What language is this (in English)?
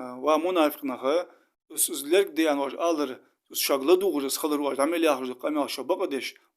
Ingush